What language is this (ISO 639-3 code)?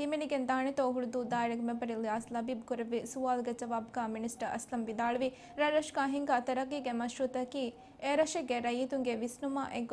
div